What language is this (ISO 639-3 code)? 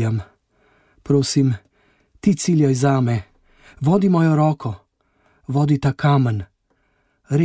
slv